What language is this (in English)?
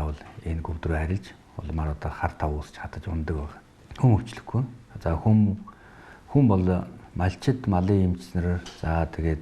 Mongolian